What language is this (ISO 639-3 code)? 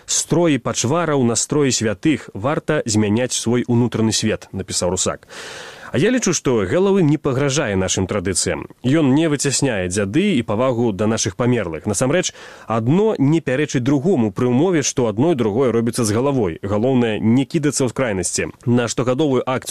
bel